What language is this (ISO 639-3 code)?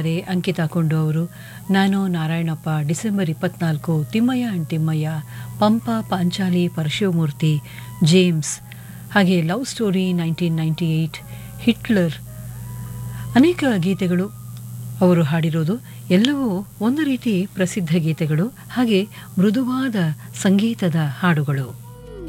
kan